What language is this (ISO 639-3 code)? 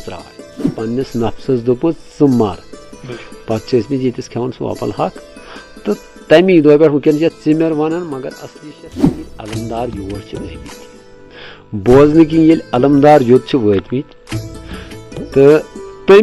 kas